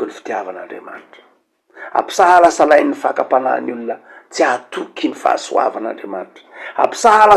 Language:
Malagasy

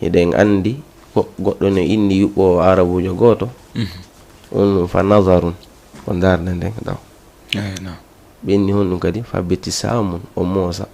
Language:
Fula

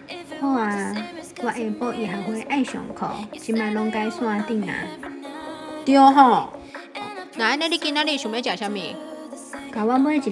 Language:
Min Nan Chinese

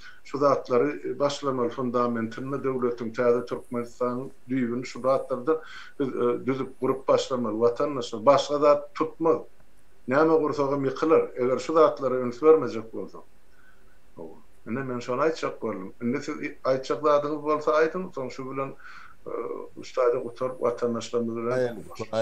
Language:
Turkmen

